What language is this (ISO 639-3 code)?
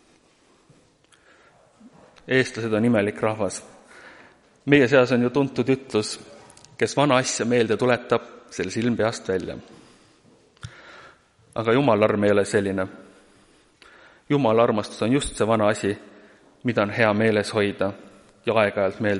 est